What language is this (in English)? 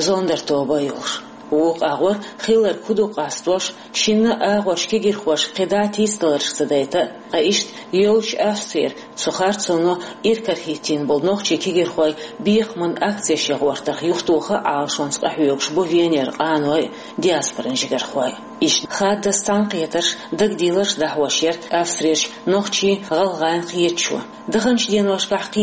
Chechen